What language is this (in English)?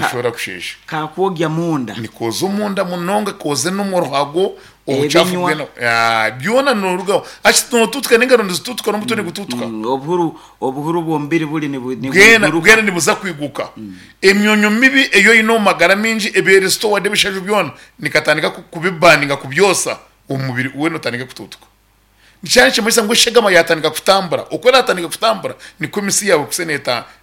Nyankole